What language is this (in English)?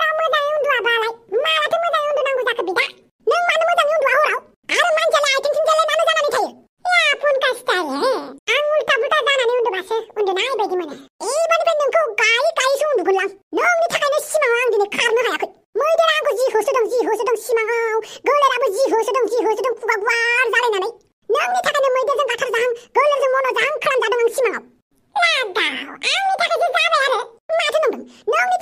Bodo